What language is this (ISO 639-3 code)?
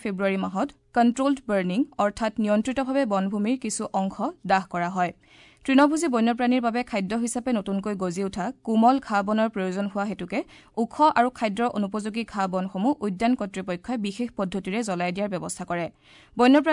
asm